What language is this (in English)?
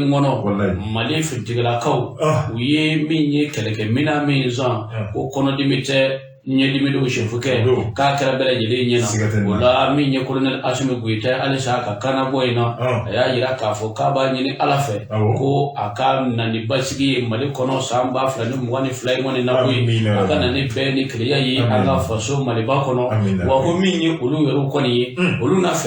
Bambara